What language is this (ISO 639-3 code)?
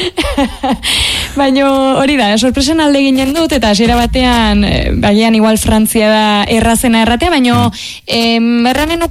eus